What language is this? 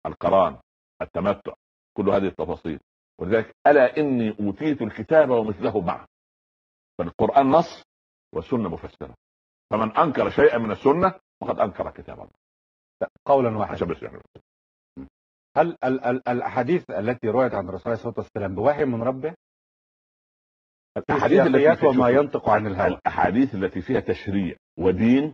Arabic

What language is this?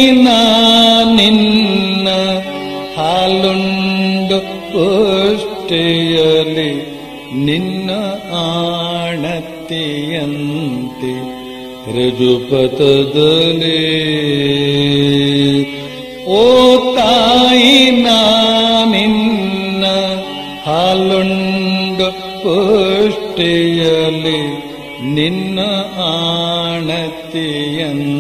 Kannada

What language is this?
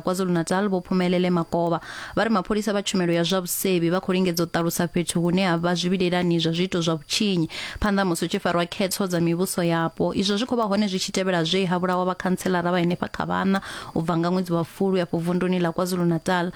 Venda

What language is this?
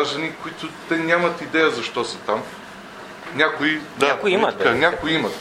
Bulgarian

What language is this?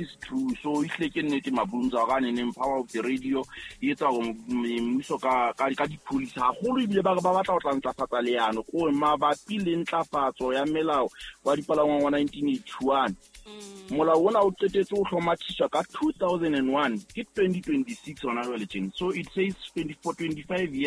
Southern Sotho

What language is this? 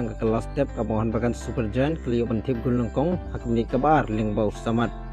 Khasi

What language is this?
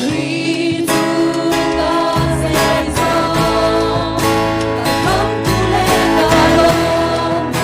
Hakha Chin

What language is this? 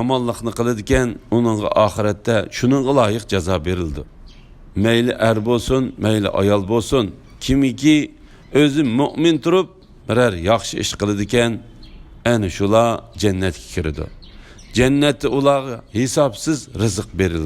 Uyghur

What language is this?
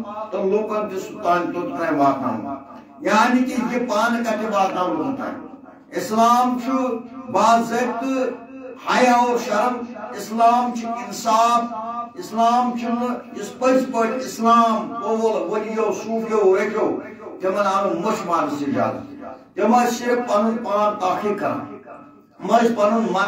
Kashmiri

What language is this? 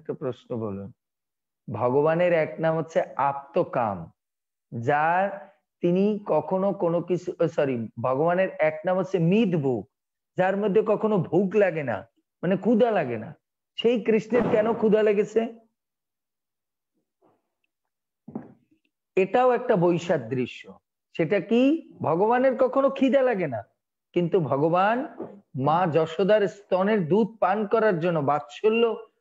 Bangla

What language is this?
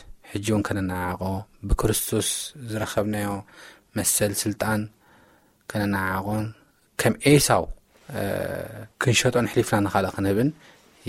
Tigrinya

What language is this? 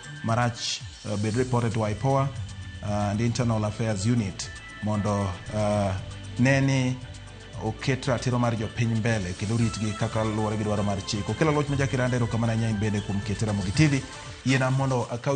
Luo (Kenya and Tanzania)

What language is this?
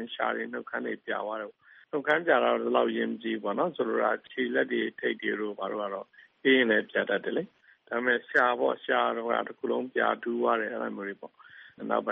Burmese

